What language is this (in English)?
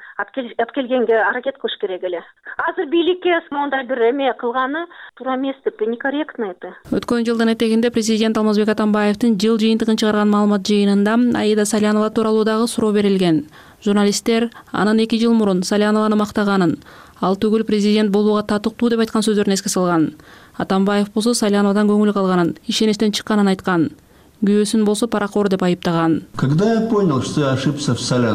Kyrgyz